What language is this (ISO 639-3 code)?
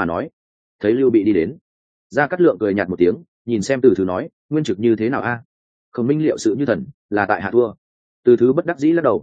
vie